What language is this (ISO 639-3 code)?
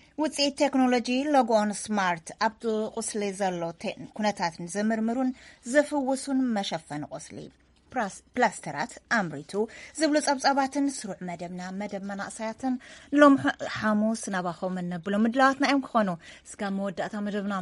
tir